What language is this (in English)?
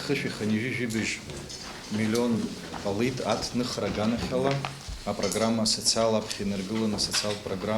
Abkhazian